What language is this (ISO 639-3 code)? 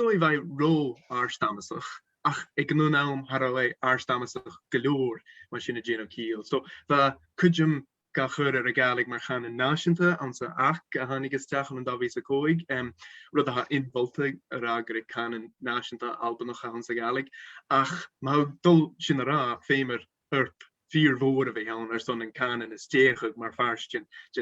gla